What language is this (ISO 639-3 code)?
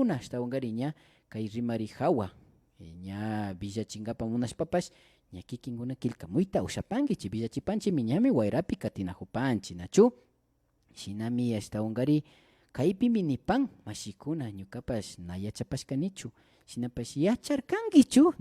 qvi